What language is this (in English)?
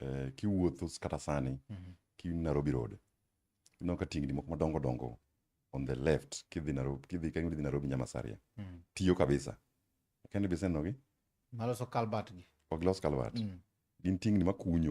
Luo (Kenya and Tanzania)